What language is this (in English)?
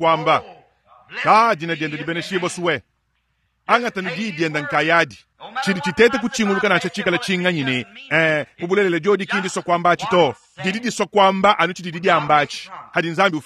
Luba-Lulua